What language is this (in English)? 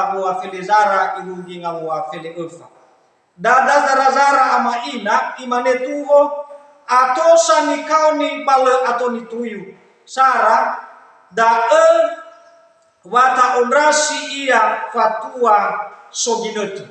Nias